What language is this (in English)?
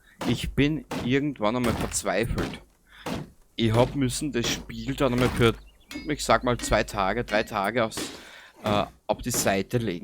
Bavarian